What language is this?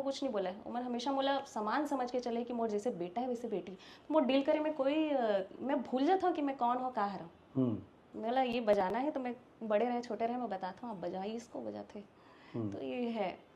Chhattisgarhi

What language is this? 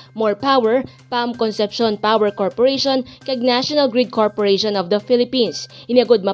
Hiligaynon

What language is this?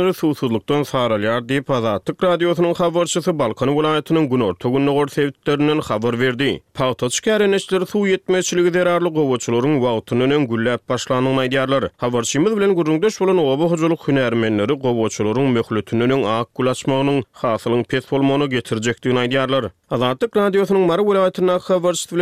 Turkmen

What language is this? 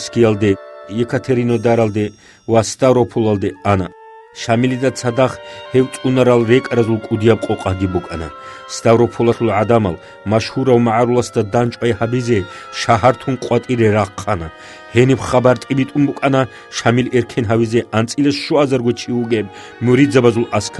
Avaric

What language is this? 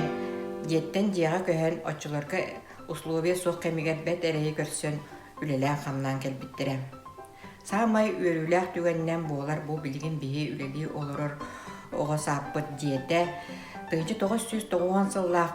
Yakut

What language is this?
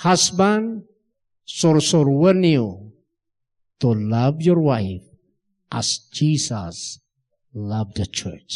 Iloko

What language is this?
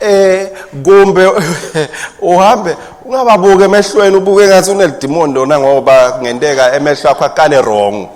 Swati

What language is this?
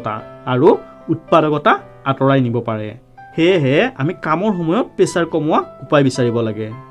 Assamese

